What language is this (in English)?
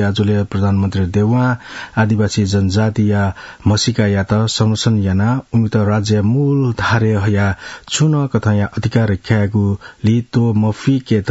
Newari